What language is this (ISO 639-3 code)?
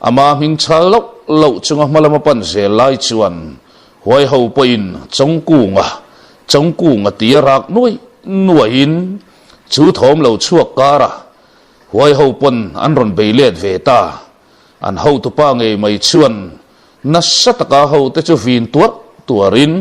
lus